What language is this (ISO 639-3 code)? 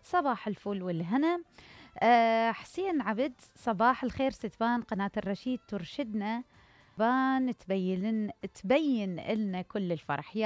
acm